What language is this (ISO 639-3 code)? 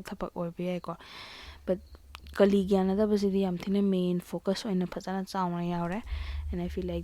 mni